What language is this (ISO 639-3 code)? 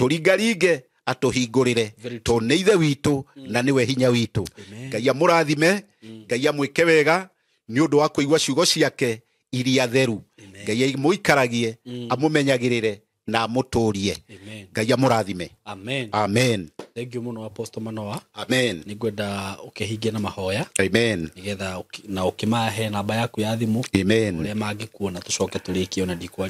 kik